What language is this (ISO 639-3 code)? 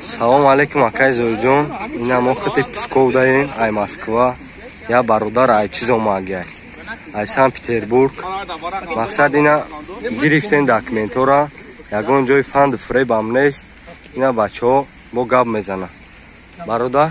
tgk